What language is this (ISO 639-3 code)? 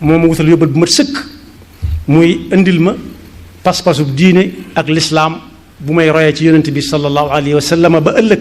wol